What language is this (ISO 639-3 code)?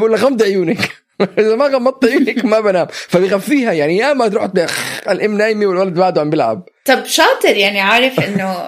apc